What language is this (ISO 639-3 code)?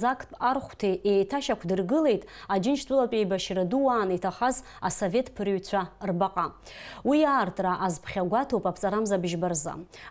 abk